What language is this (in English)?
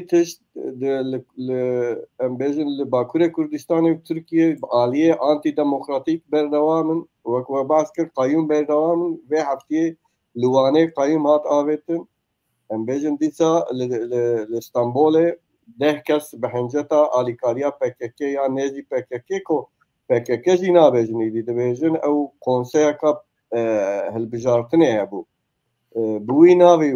Kurdish